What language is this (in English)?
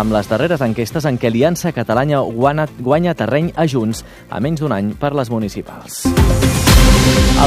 Catalan